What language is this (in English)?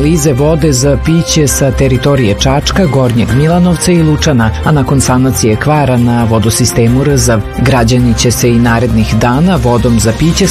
Serbian